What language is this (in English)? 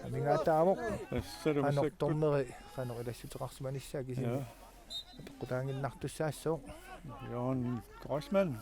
Kalaallisut